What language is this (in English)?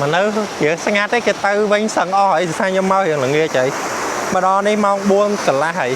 Khmer